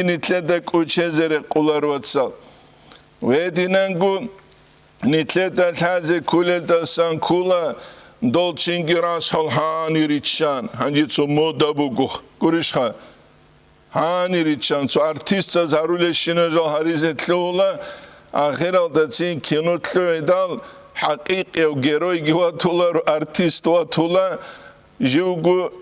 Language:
Avaric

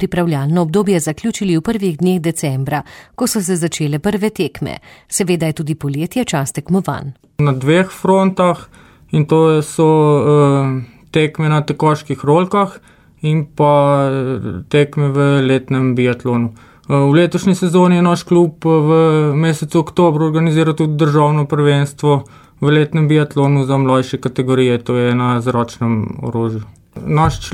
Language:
Slovenian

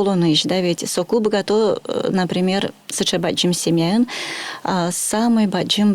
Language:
Udmurt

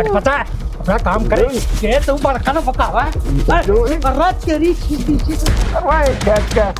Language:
Haryanvi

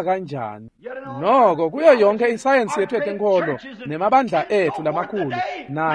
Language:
Swati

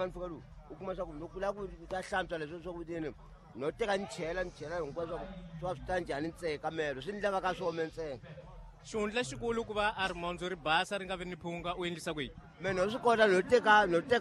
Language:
Tsonga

